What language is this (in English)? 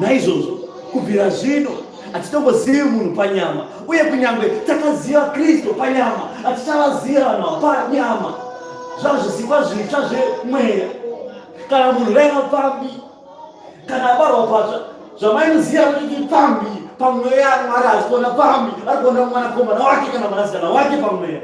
Shona